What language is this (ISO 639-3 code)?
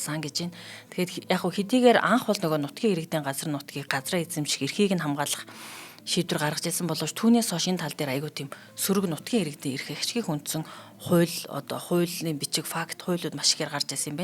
mon